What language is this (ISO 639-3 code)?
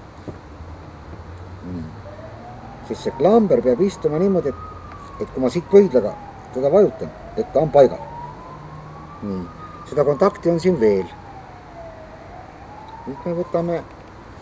est